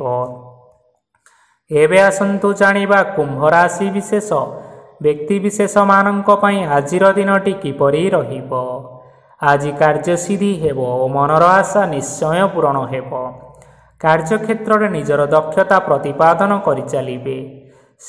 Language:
Odia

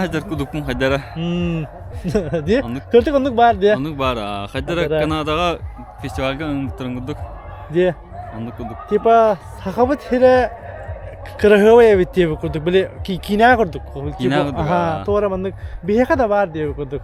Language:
Yakut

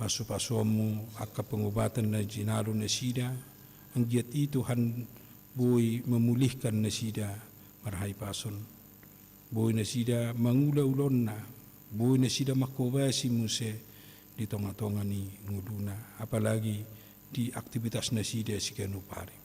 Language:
Batak Toba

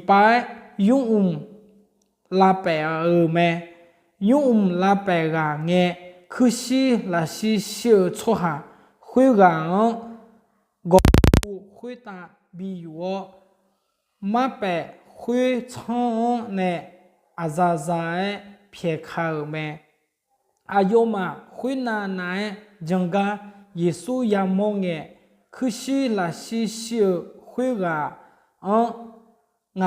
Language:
Akha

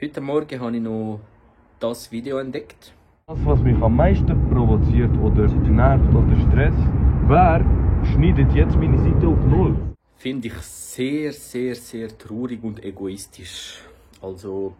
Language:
Swiss German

